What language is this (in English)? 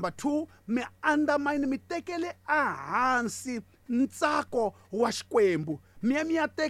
Tsonga